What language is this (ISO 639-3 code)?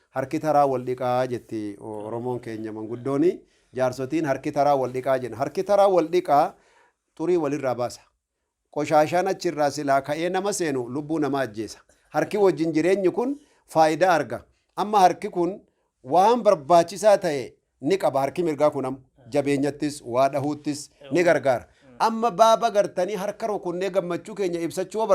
orm